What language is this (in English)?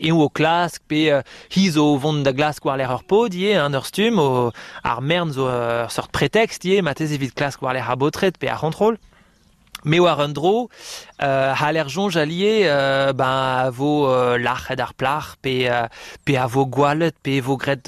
Breton